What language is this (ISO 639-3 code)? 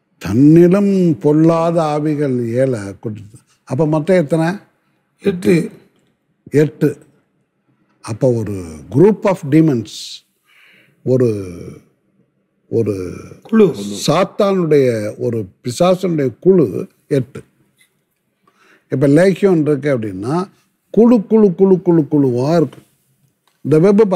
tam